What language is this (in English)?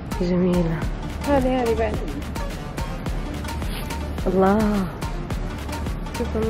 Arabic